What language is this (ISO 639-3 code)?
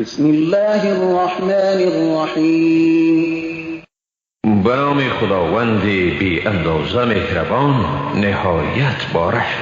fas